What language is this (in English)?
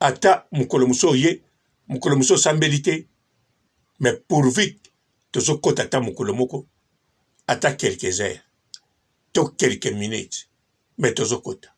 Lingala